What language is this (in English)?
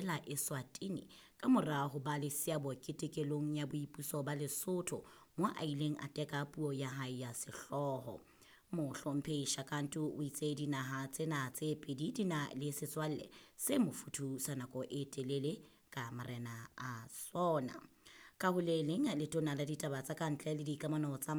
Southern Sotho